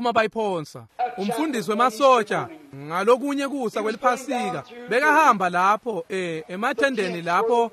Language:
Swati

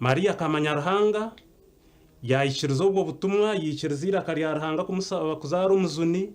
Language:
Nyankole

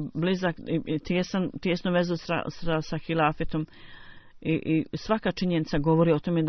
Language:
Bosnian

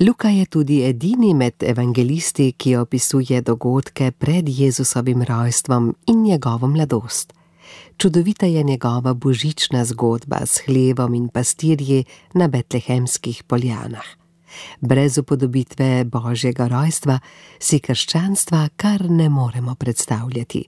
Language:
Slovenian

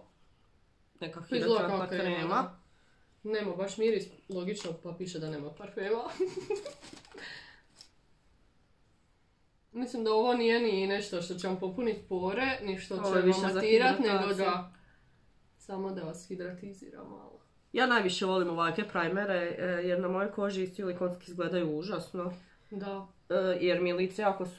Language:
Croatian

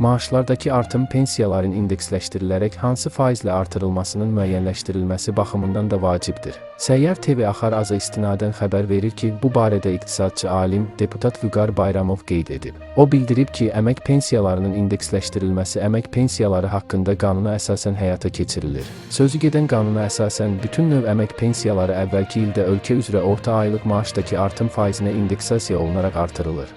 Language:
Azerbaijani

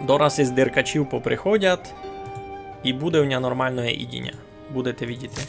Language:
Rusyn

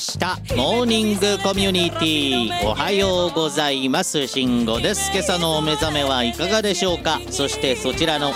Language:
Japanese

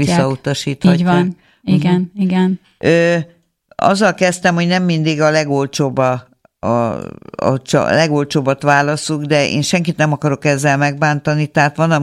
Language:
Hungarian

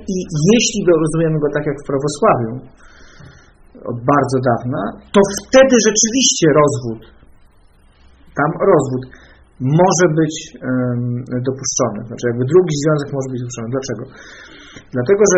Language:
Polish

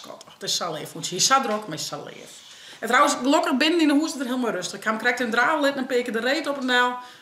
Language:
Western Frisian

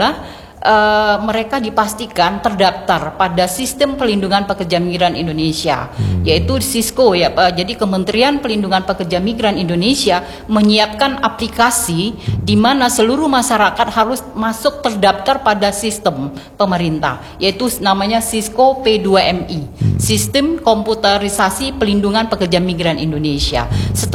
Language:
Indonesian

